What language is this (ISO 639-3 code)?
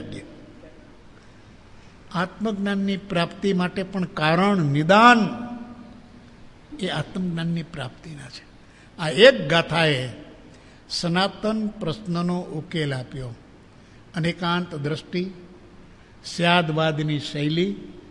guj